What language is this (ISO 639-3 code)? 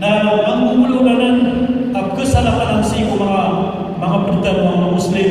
mrw